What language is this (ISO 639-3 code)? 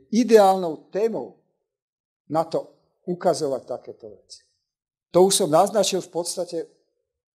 slk